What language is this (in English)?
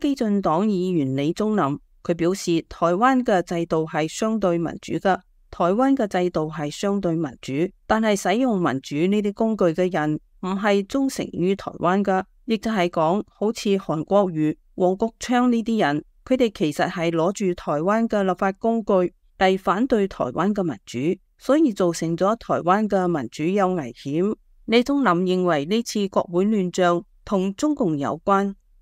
Cantonese